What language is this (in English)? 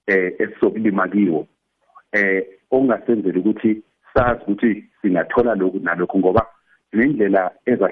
South Ndebele